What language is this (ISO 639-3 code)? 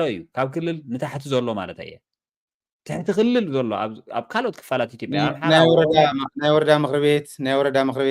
tir